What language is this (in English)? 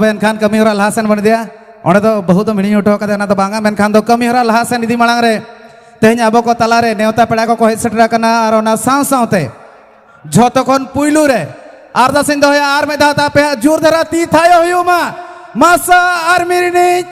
Santali